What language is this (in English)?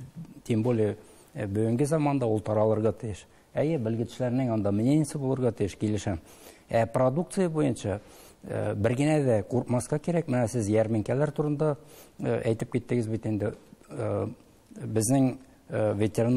Tatar